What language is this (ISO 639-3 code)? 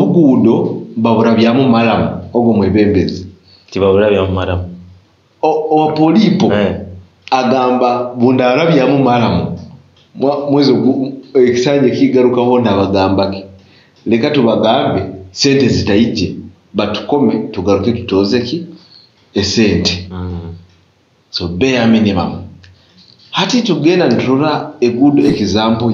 nyo